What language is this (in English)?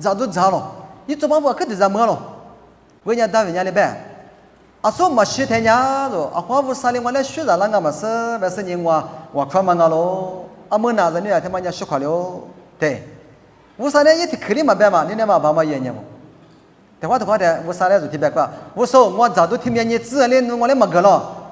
Lisu